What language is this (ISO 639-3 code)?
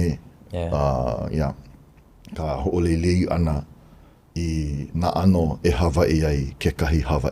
haw